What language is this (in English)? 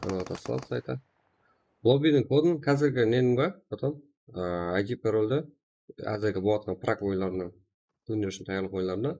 Kara-Kalpak